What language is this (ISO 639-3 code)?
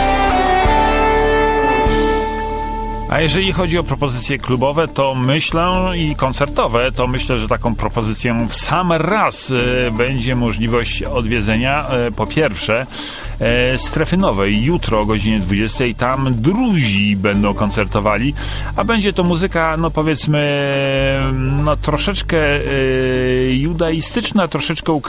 pol